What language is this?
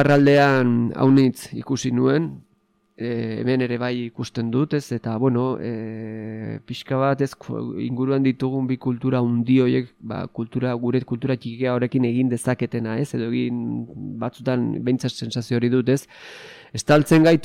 Basque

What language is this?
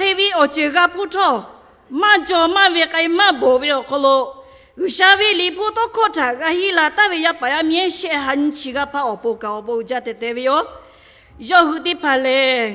Lahu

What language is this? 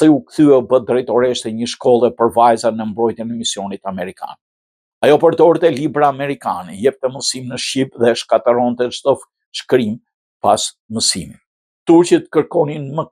Albanian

